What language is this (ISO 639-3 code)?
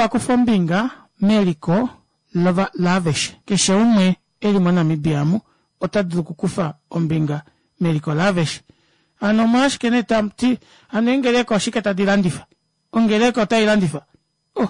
kua